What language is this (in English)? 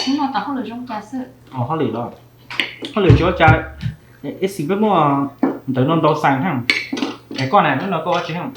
Hmong